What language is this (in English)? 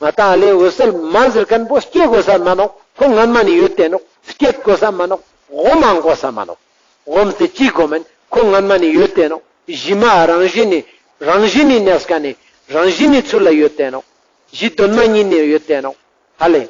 Ladakhi